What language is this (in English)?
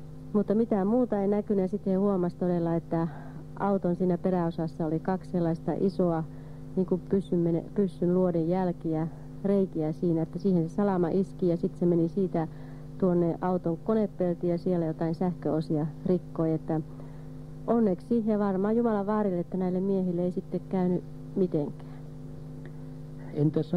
Finnish